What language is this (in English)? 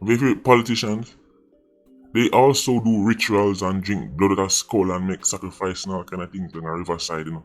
Jamaican Creole English